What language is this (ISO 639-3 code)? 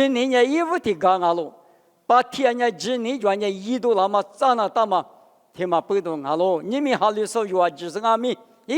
lis